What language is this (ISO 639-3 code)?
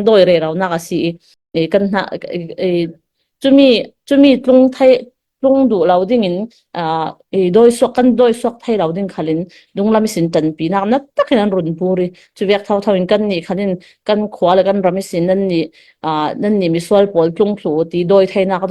cfm